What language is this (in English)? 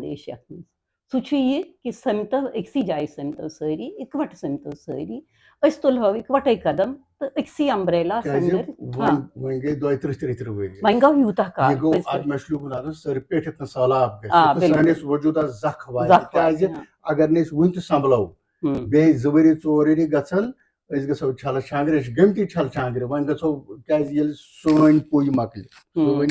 Kashmiri